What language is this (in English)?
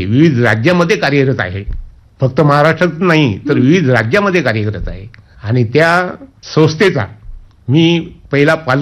Marathi